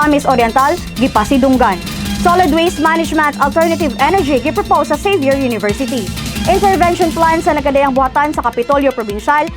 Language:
Cebuano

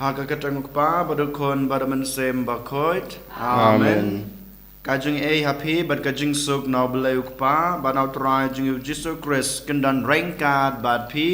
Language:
Khasi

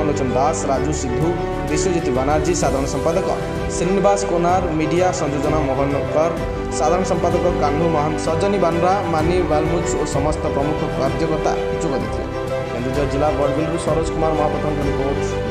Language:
Odia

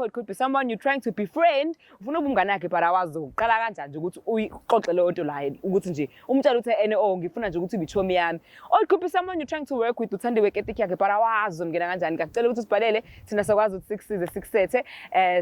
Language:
Zulu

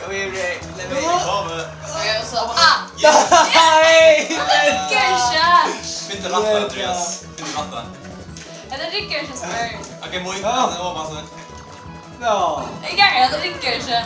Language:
Faroese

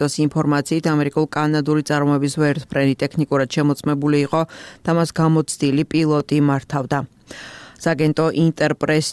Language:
Georgian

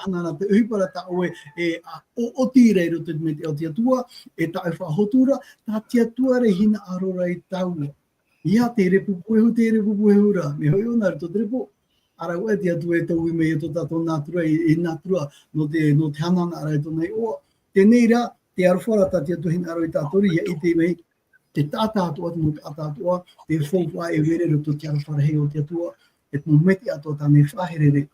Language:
Tahitian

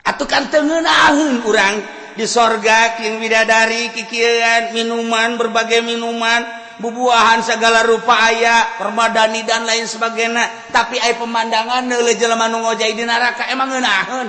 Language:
Sundanese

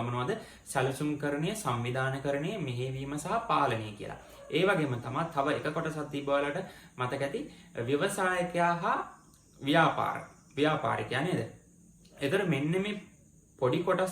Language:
Sinhala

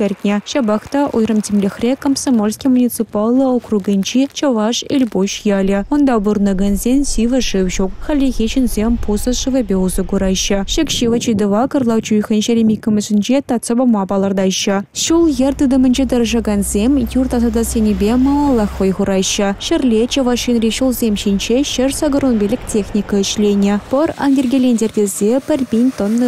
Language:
Chuvash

